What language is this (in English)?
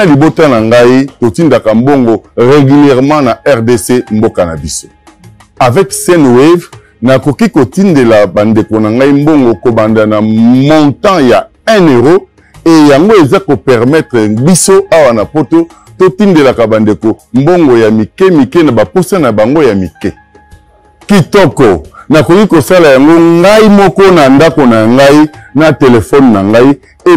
Lingala